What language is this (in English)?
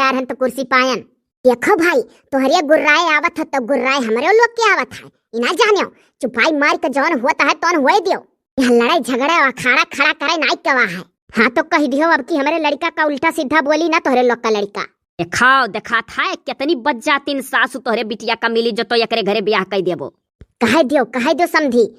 Awadhi